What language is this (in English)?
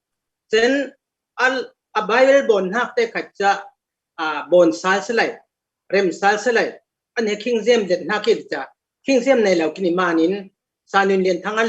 Falam Chin